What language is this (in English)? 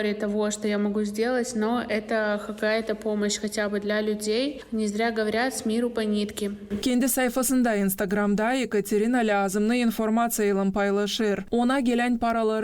Gagauz